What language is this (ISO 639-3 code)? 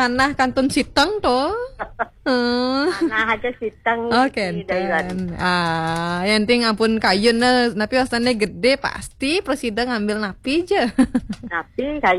ban